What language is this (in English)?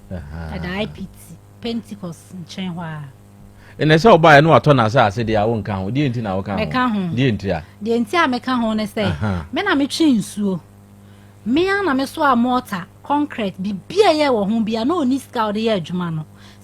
Akan